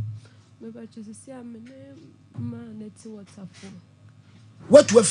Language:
Akan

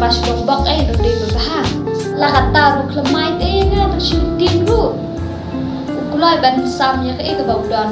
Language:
Khasi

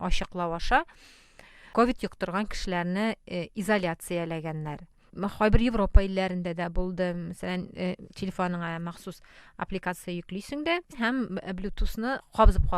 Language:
Tatar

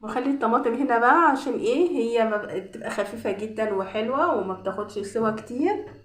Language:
Egyptian Arabic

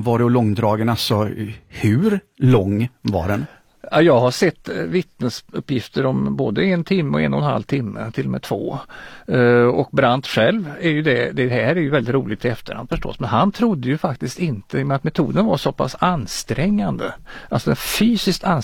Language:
Swedish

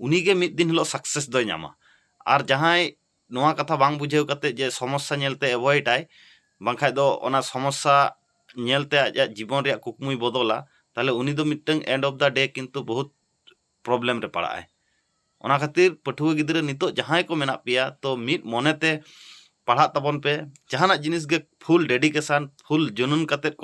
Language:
Santali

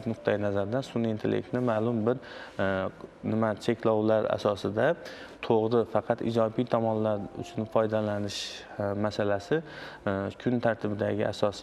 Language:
Uzbek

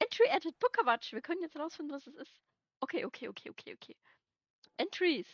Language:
Bavarian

